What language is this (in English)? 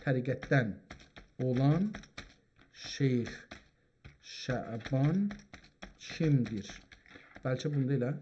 South Azerbaijani